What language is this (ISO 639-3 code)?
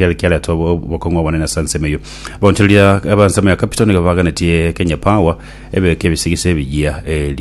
guz